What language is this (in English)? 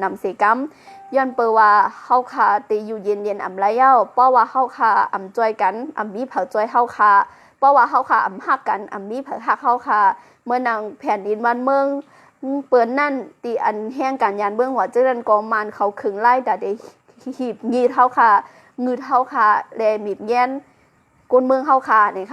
Shan